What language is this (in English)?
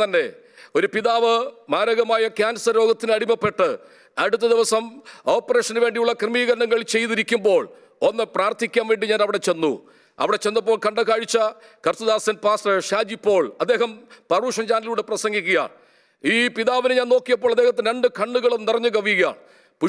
Malayalam